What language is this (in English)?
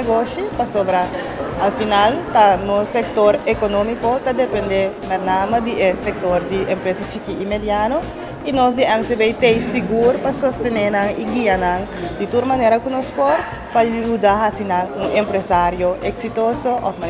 Papiamento